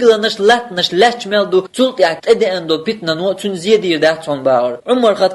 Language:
Chechen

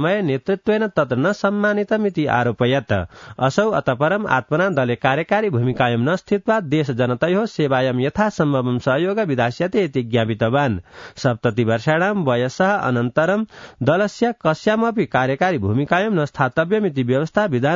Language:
Sanskrit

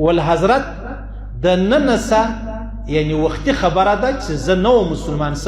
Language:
Pashto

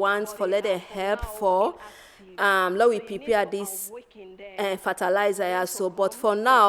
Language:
Nigerian Pidgin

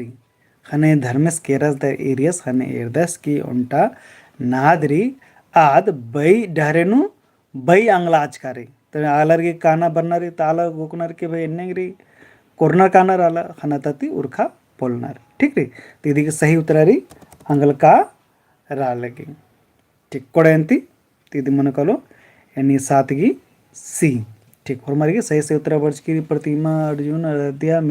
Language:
Kurukh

